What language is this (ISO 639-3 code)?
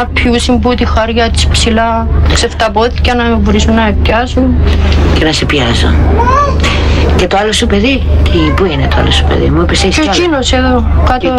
ell